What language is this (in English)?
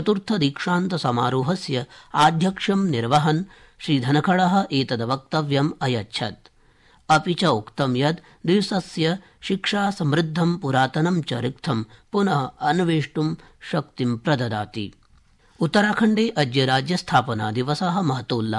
Sanskrit